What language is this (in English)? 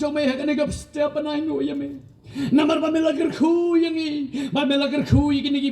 Khasi